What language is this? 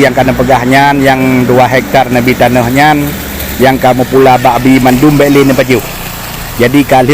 Achinese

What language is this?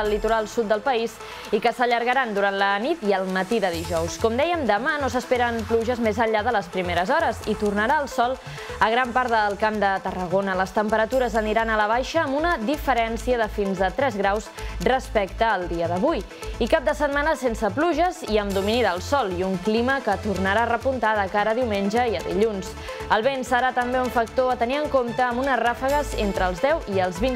Catalan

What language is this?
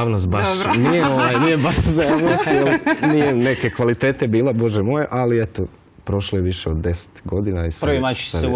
Croatian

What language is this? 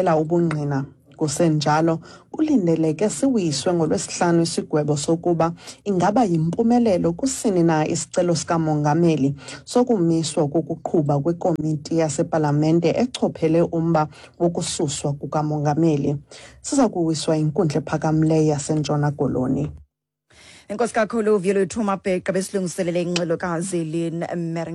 Xhosa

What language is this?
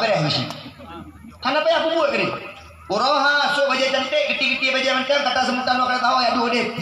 Achinese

